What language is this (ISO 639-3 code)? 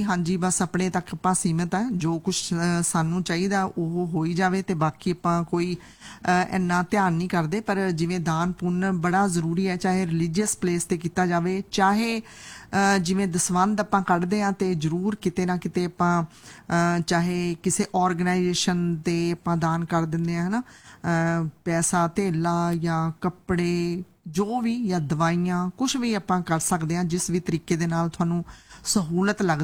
pan